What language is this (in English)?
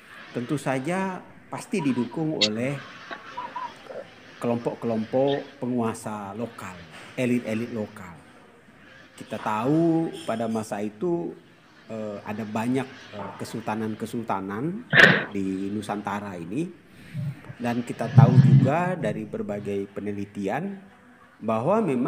Indonesian